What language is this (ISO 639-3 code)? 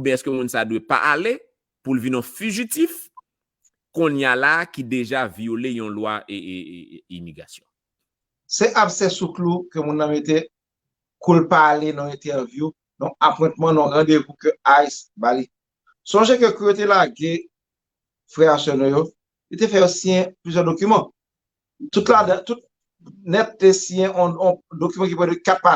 hat